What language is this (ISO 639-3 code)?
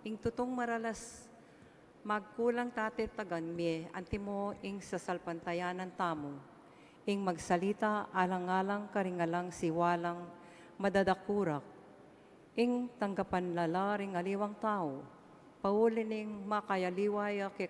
pam